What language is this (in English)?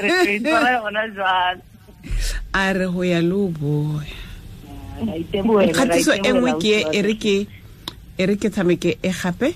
Tswana